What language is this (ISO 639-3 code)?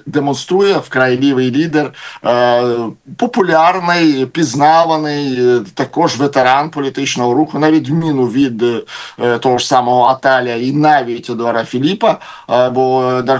ukr